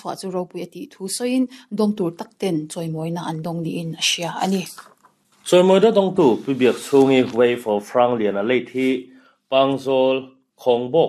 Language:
Mizo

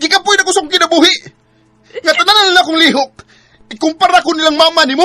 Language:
Cebuano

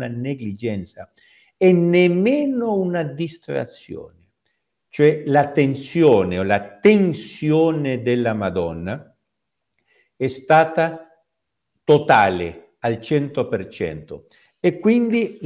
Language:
Italian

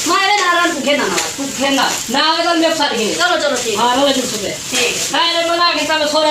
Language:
Saraiki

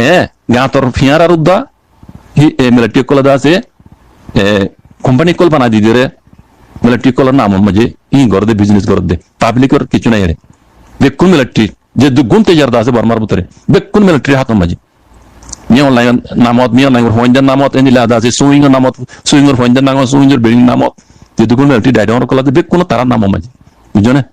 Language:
Rohingya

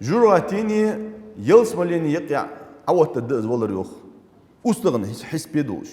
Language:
Ingush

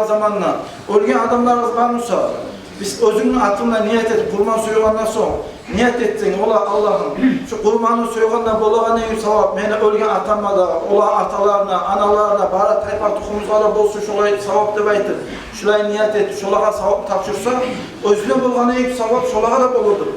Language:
Kumyk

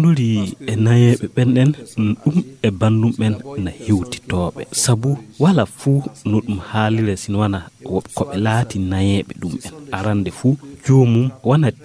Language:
Fula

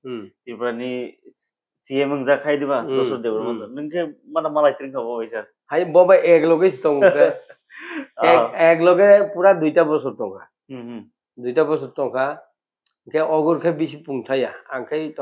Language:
Kok Borok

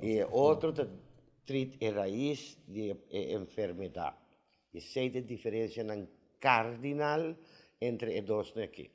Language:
Papiamento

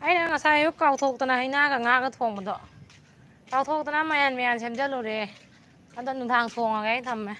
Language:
Manipuri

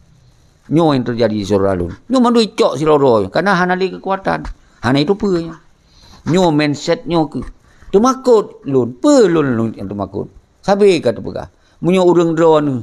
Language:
Achinese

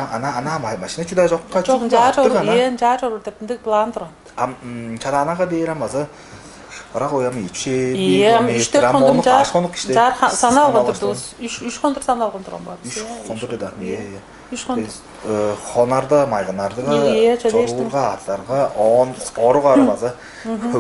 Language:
Tuvinian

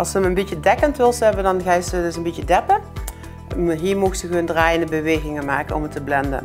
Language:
Limburgish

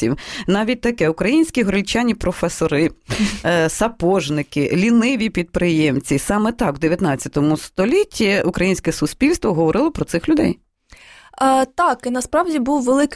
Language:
Ukrainian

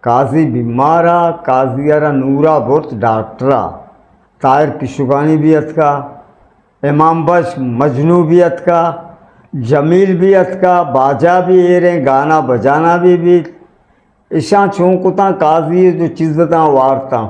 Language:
Eastern Balochi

